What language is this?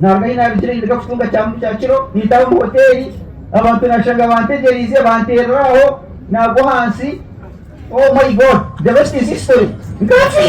Nyankole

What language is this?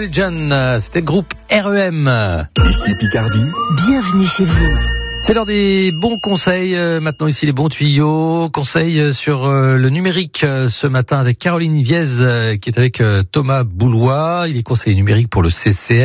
French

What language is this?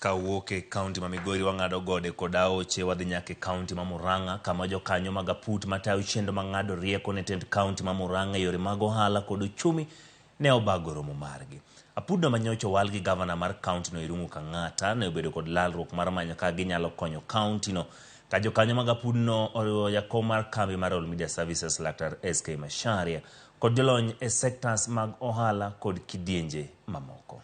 Luo (Kenya and Tanzania)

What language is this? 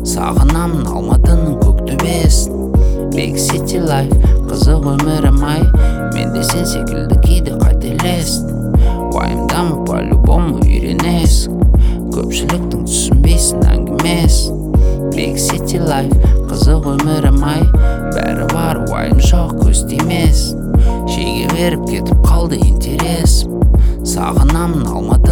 Kazakh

